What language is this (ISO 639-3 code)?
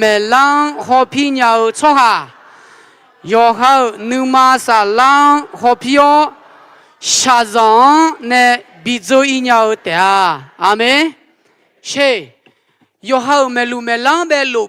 ahk